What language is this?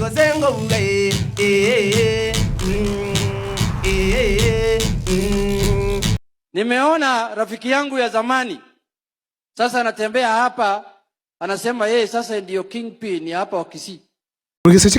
Gusii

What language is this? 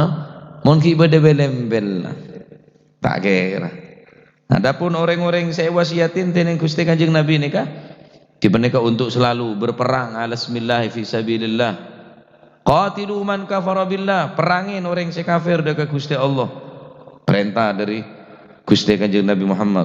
Madurese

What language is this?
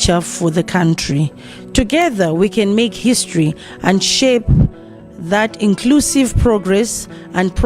Nyanja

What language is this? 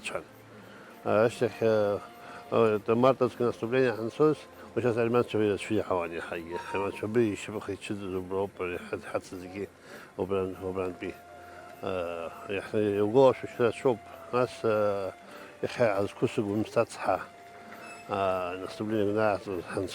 Abkhazian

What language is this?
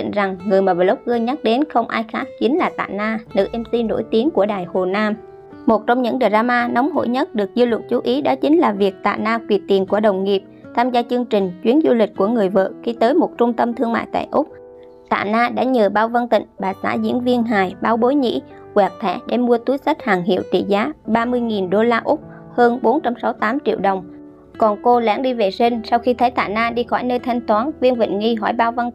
Vietnamese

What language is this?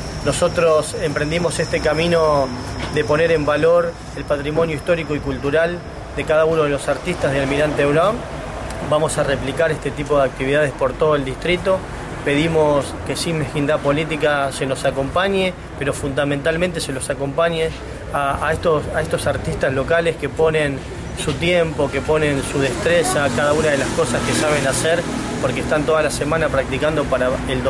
Spanish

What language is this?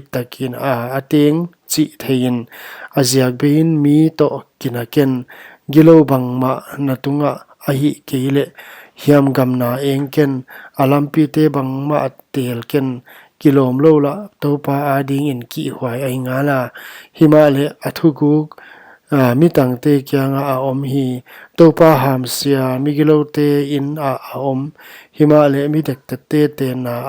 Paite Chin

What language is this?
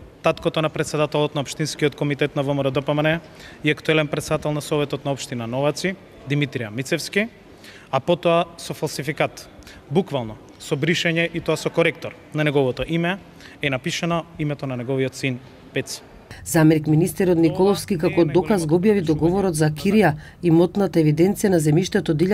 Macedonian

